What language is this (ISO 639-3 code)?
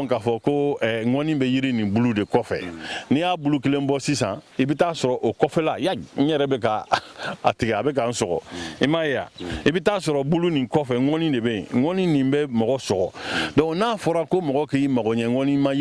bam